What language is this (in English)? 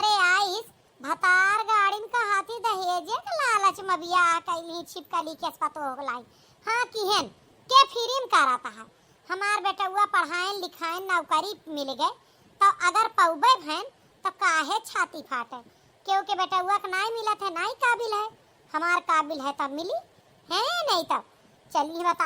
Awadhi